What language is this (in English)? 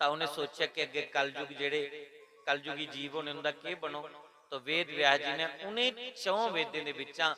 Dogri